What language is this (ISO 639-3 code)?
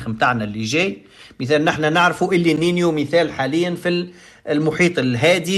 aeb